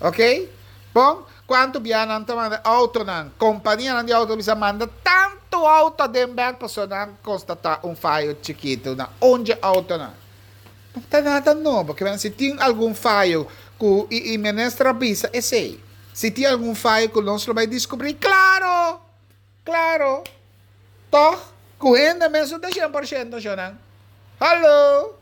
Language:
Papiamento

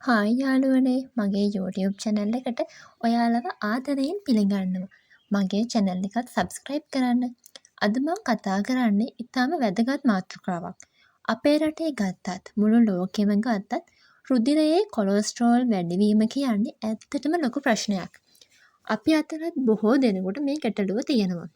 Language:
Sinhala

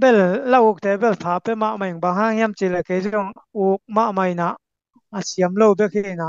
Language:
Tedim Chin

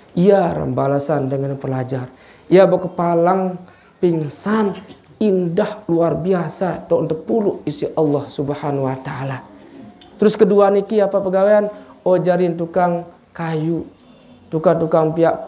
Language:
Sasak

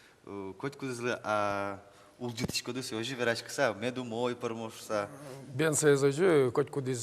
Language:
Udmurt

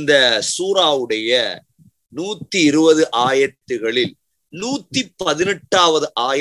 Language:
Tamil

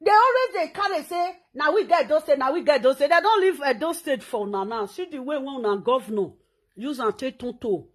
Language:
Nigerian Pidgin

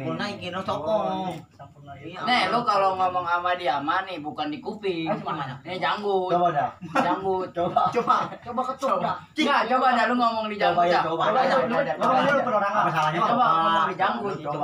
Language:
Betawi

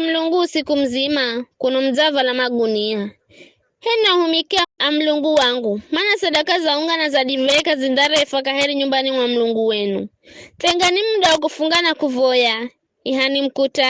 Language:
Giryama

